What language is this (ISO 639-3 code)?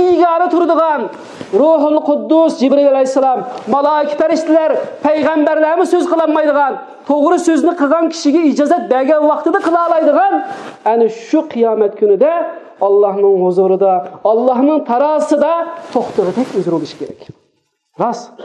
uig